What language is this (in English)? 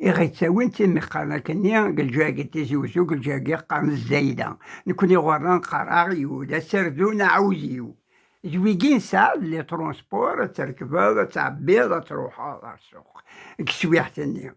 Kabyle